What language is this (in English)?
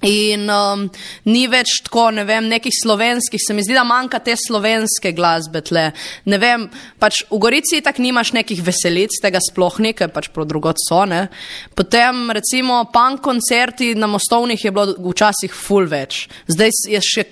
Slovenian